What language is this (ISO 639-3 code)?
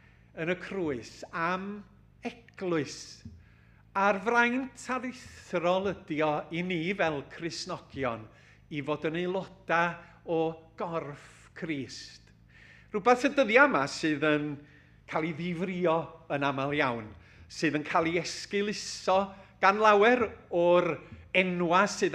cym